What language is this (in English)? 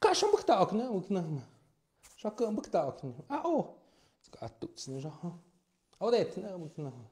Tlahuitoltepec Mixe